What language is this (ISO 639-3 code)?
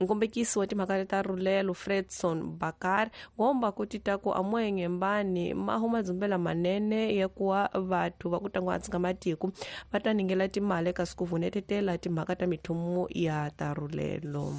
tso